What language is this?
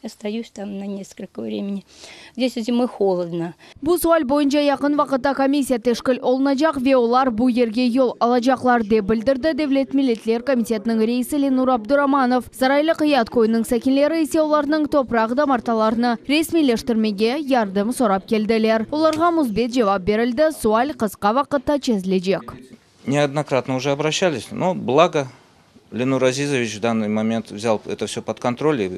Crimean Tatar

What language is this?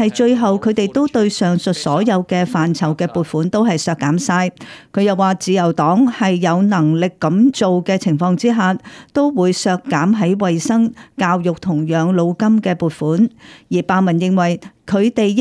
Cantonese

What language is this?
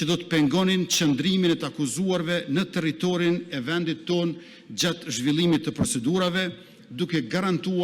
Albanian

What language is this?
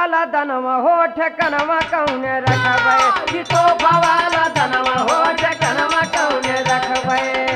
Bhojpuri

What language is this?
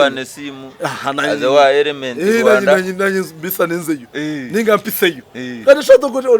Nyankole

